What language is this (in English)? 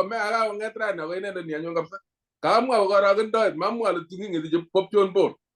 Kalenjin